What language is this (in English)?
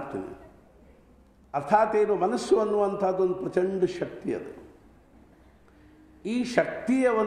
Kannada